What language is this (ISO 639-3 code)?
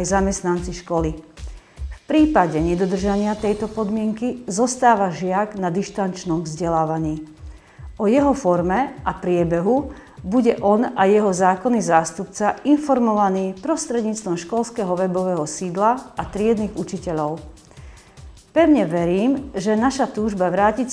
slk